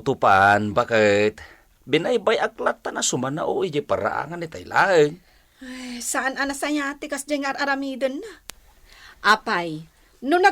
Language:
Iloko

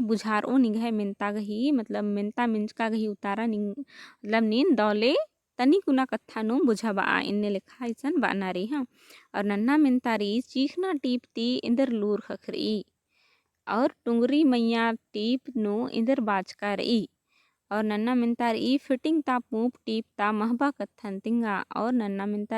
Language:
Kurukh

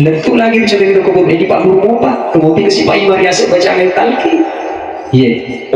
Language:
Buginese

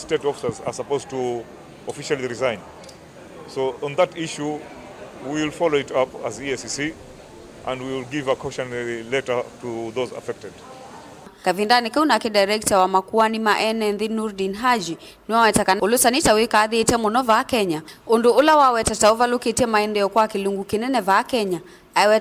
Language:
Kamba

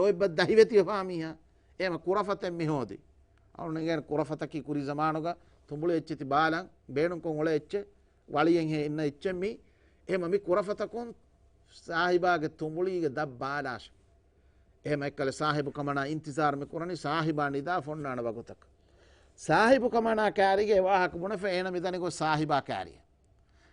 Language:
Divehi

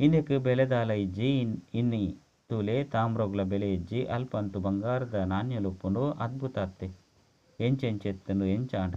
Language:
Tulu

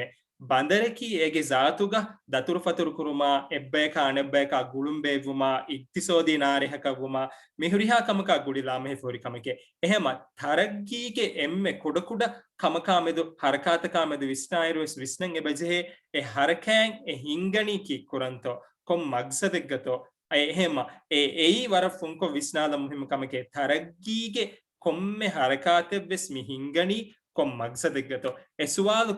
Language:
Divehi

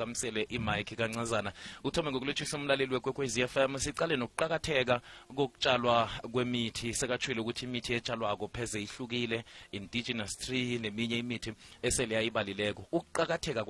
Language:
South Ndebele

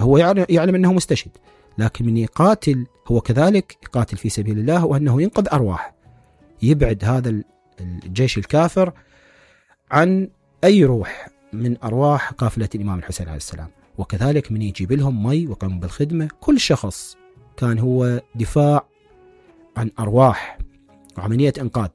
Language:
Mesopotamian Arabic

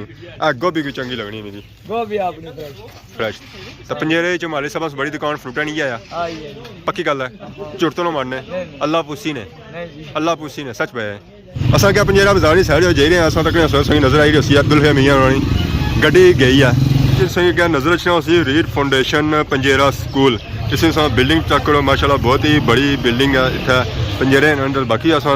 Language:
Pahari-Potwari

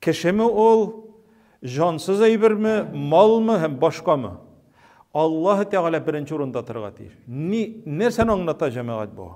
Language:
Tatar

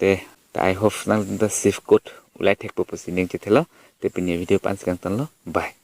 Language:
Karbi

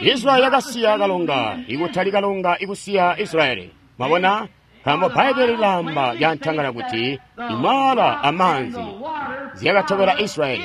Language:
Tonga (Zambia)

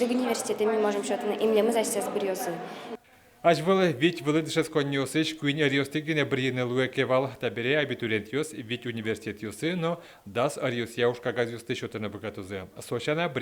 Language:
Udmurt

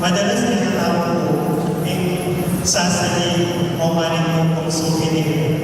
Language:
Pampanga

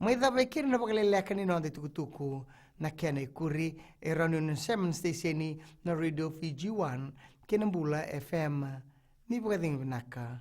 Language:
Fijian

